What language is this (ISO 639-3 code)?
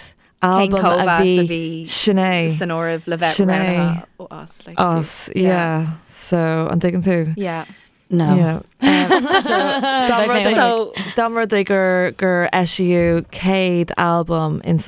gle